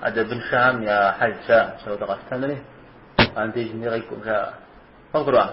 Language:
Kabardian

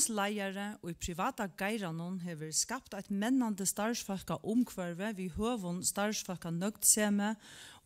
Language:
Faroese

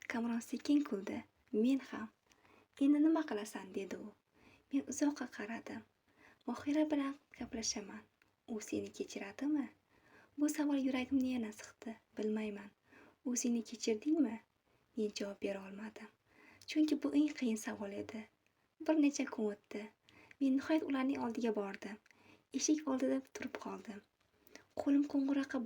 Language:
Uzbek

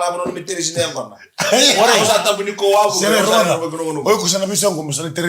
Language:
Fijian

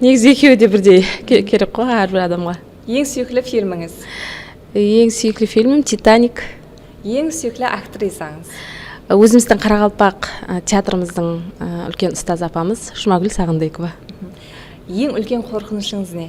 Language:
Kara-Kalpak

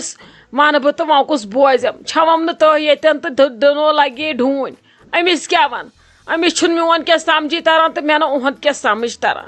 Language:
Kashmiri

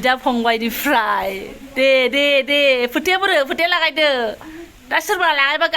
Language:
Bodo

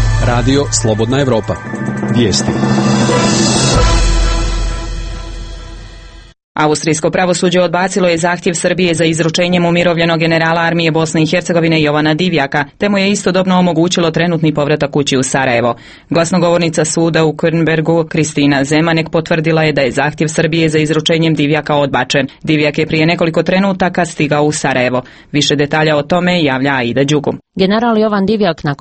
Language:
Croatian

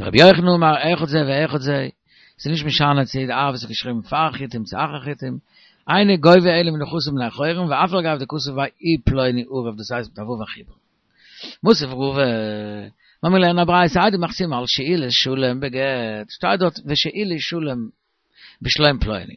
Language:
Yiddish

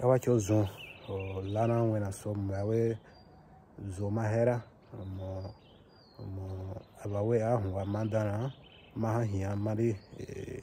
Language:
Bomu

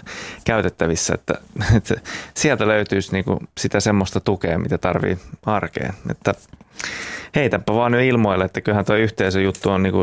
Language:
Finnish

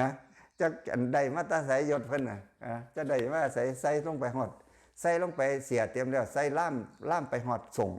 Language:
Lao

